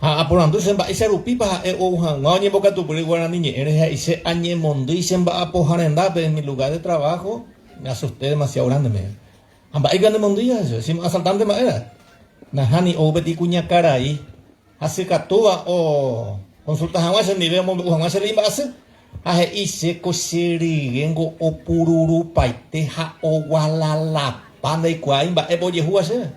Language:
Guarani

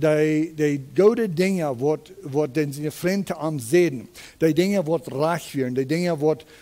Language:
Plautdietsch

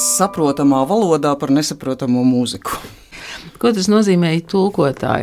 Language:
Latvian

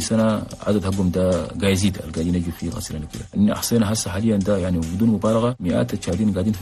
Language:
Chadian Arabic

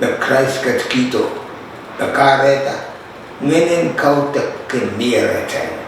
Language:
Pohnpeian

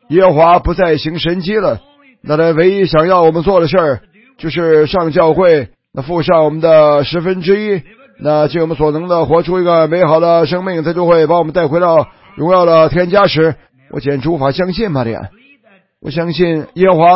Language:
Chinese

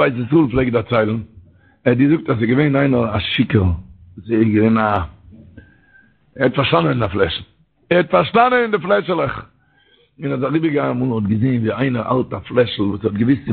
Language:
Yiddish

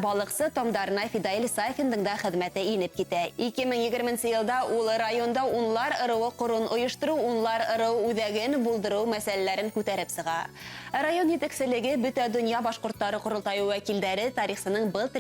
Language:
Bashkir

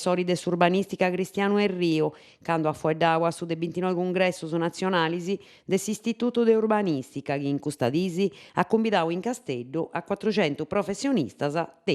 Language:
Sardinian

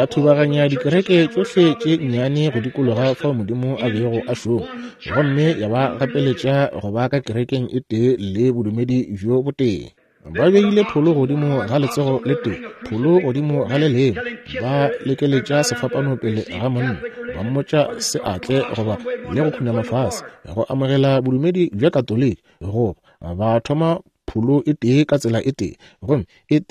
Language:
Northern Sotho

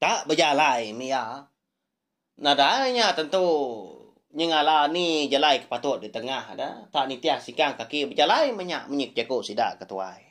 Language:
Iban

